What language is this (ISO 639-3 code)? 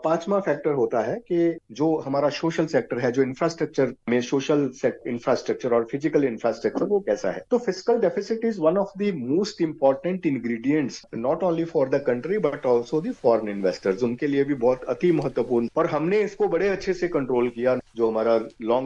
hin